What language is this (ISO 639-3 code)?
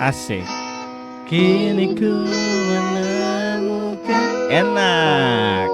abs